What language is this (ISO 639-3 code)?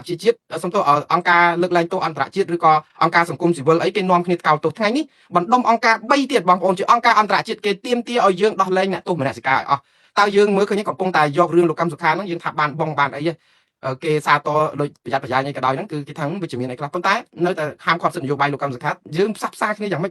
khm